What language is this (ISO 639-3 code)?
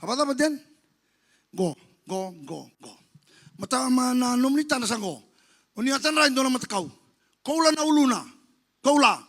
fij